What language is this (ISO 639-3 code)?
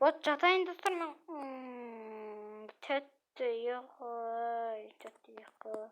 kaz